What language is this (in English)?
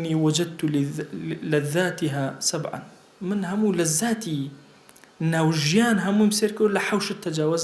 Central Kurdish